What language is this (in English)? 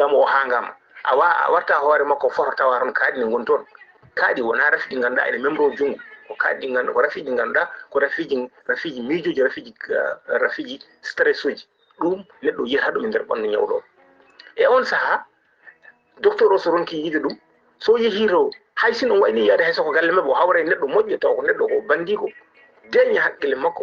Fula